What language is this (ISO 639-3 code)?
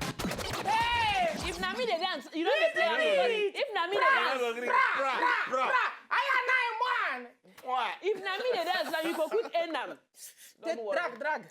pcm